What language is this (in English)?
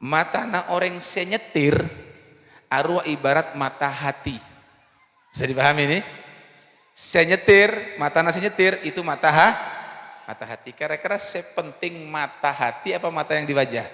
Madurese